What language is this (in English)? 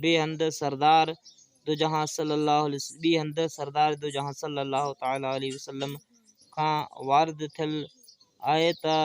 Sindhi